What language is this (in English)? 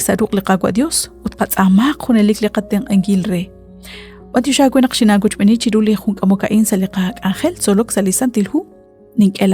Kekchí